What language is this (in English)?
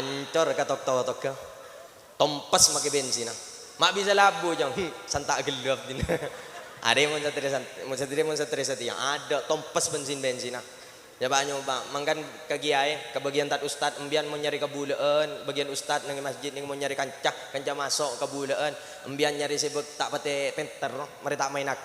Madurese